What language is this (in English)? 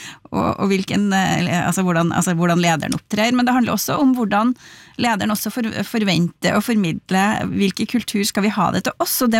Norwegian